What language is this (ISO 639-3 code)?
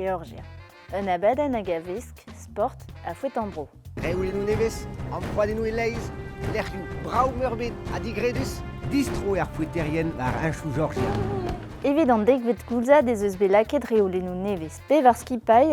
bre